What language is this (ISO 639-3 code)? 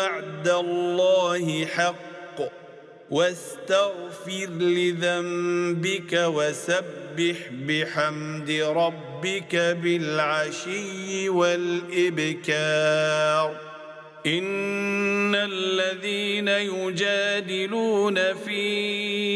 ara